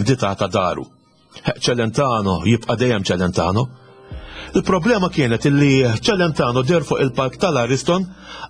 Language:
Maltese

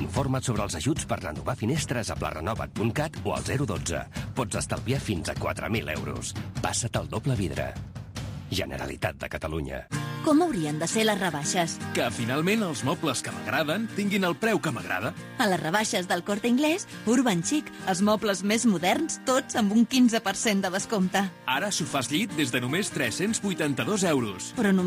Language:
Catalan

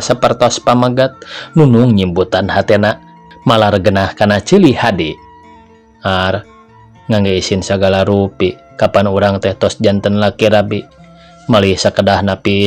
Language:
Sundanese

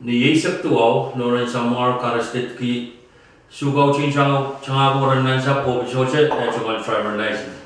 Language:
Pohnpeian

